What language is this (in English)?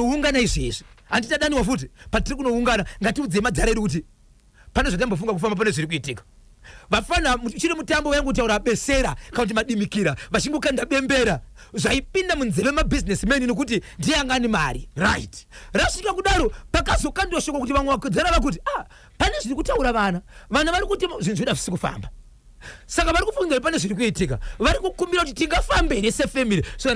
Shona